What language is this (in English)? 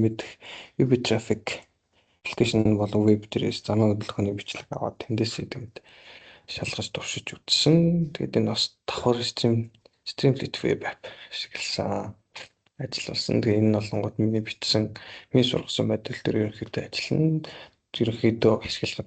Mongolian